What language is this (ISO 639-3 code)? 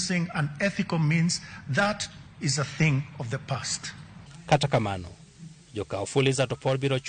luo